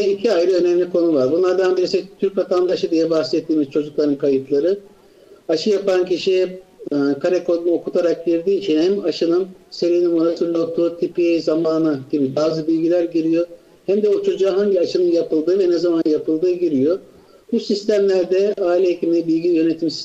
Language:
Turkish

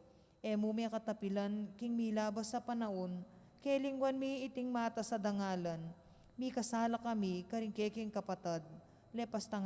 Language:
Pampanga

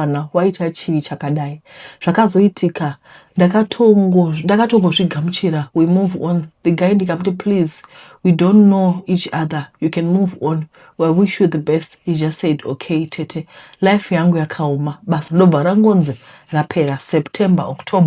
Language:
Shona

